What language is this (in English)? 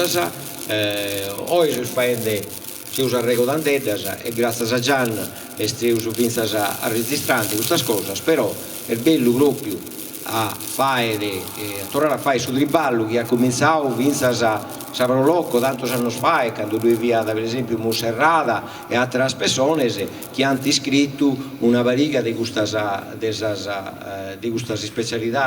Sardinian